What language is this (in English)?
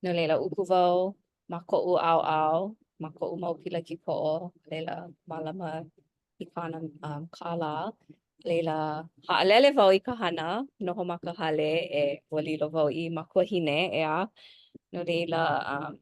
Hawaiian